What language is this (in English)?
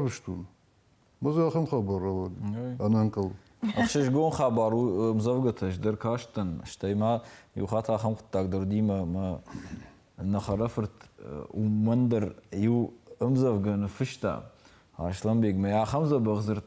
Ossetic